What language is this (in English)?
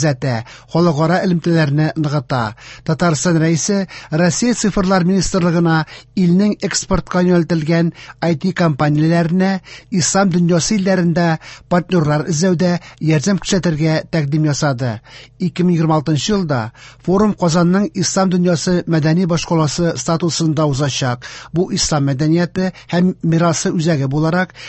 Tatar